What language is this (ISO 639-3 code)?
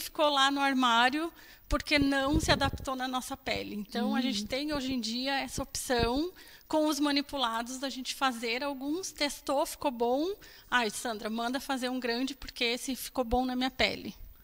por